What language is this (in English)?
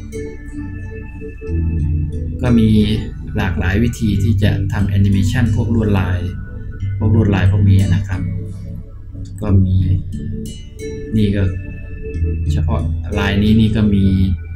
Thai